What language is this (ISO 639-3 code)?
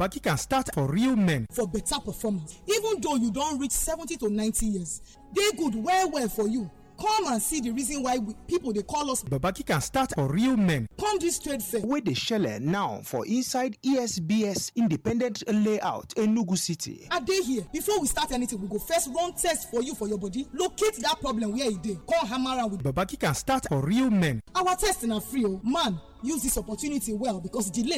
pcm